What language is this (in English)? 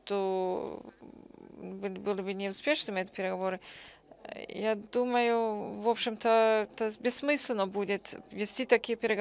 Russian